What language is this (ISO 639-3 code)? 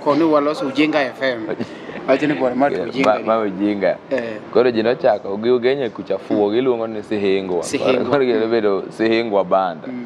luo